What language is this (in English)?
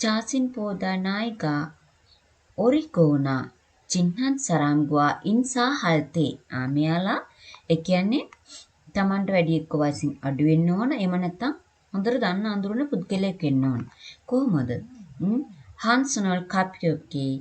Sinhala